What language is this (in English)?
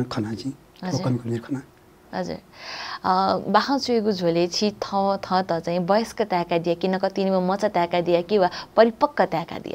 Newari